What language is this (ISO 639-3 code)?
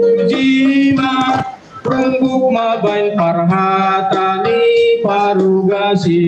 bts